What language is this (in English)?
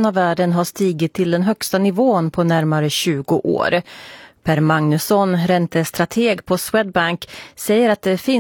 Swedish